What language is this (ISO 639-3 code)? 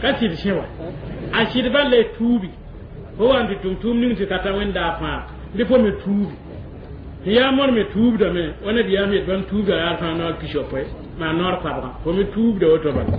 mos